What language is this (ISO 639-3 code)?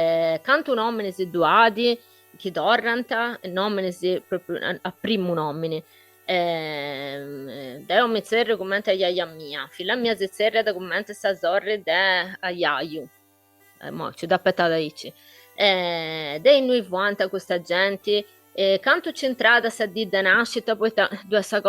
srd